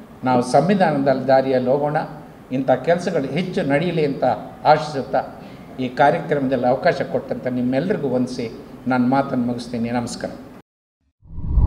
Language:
Kannada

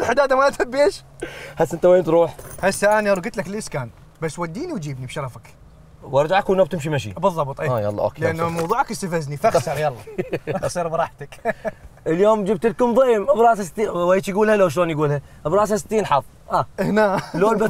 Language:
Mesopotamian Arabic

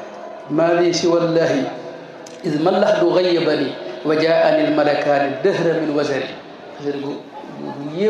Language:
Wolof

